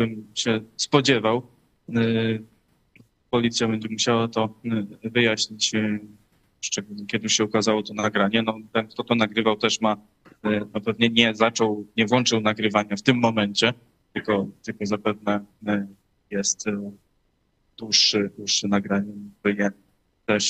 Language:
Polish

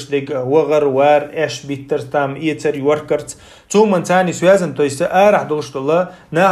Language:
Chechen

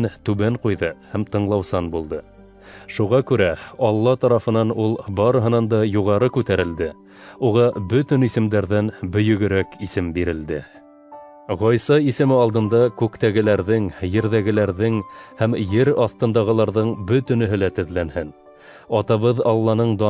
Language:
Bashkir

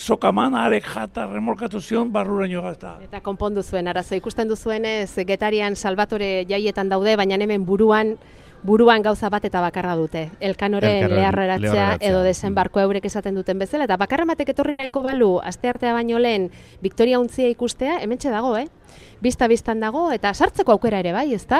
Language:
Basque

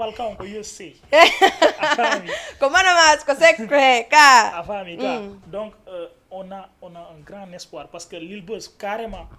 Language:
Fula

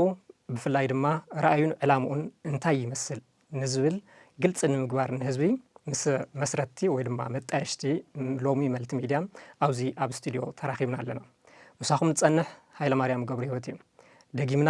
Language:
Tigrinya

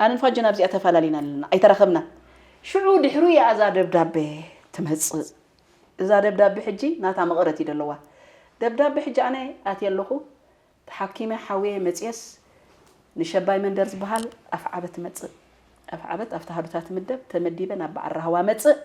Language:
Tigrinya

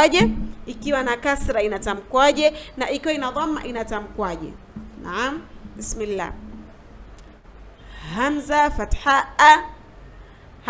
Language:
Swahili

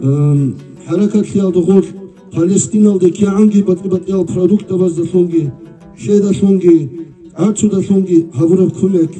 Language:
Avaric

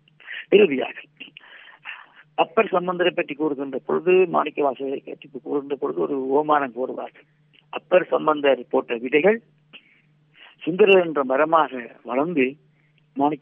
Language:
Tamil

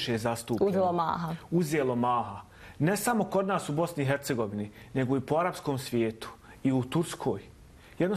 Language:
Bosnian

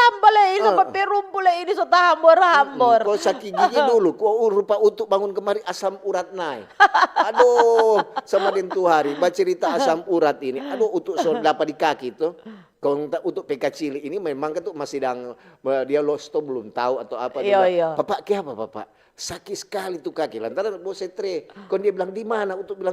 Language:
Manado Malay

